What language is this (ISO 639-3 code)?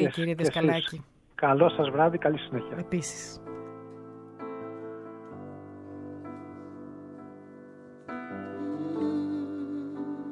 ell